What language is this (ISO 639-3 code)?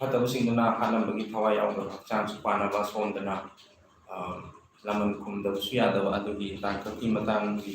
mni